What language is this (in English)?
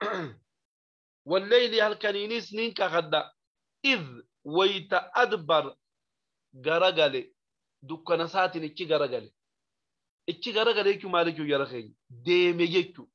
Oromo